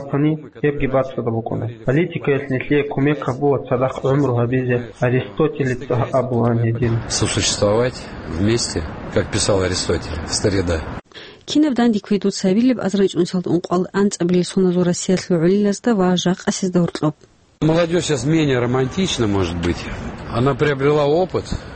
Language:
Avaric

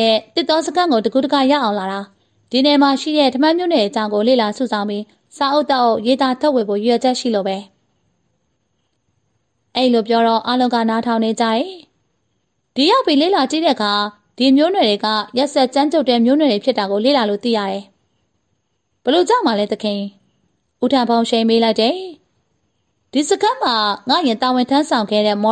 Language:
Burmese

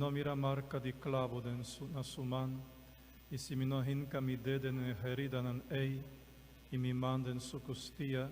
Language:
Papiamento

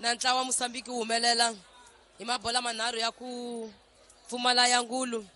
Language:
Tsonga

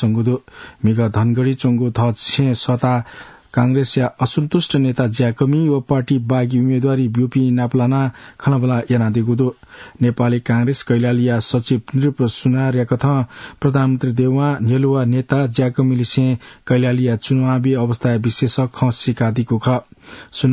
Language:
Newari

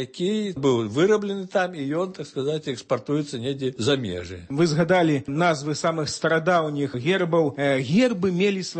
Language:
Belarusian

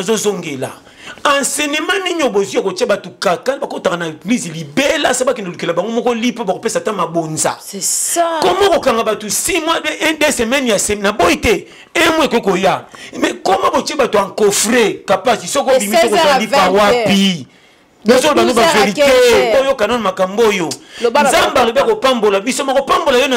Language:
Lingala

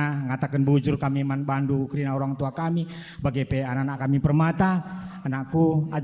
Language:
Batak Karo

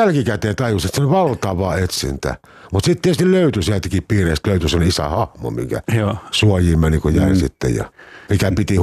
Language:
Finnish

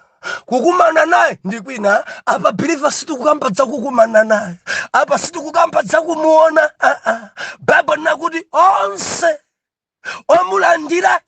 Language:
Nyanja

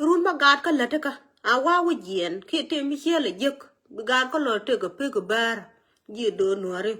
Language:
Nuer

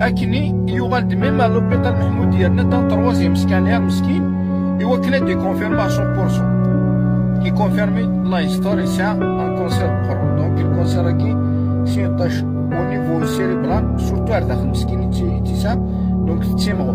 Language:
Kabyle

